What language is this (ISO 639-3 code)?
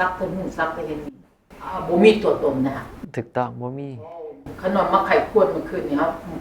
tts